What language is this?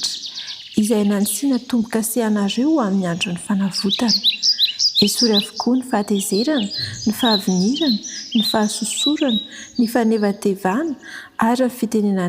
Malagasy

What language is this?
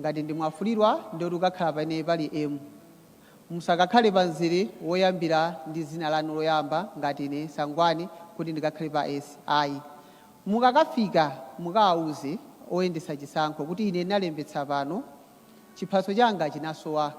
Nyanja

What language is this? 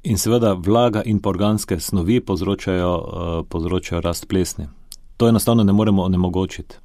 Slovenian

